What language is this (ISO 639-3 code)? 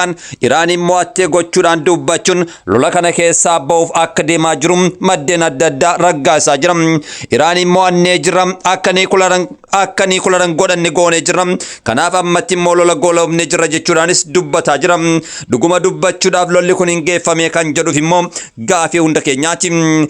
orm